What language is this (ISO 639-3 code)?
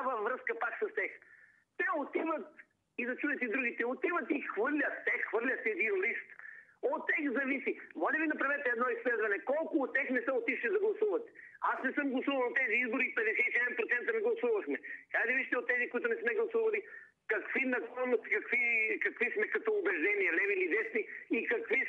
bul